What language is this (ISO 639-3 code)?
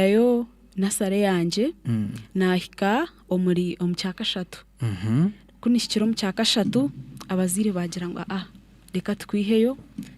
nyn